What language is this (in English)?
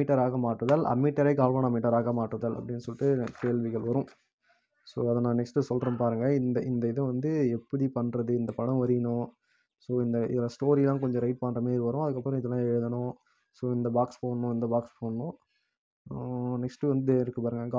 Tamil